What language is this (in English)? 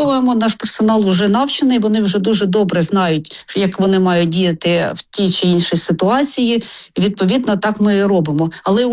Ukrainian